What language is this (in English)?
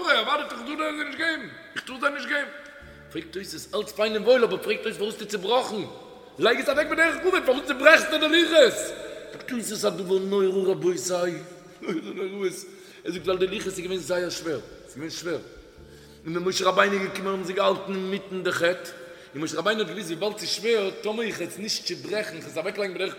Yiddish